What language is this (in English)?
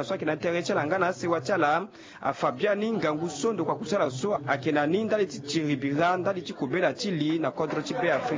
Sango